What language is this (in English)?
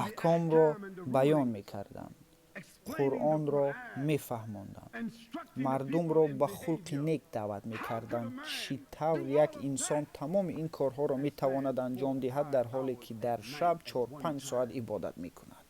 Tajik